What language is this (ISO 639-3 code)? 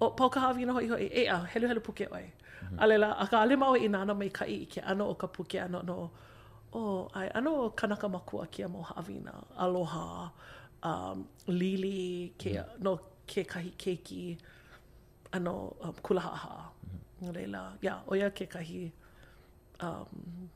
haw